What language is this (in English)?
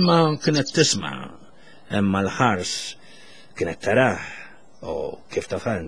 Maltese